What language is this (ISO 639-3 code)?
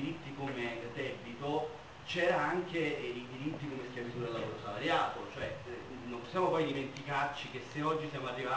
ita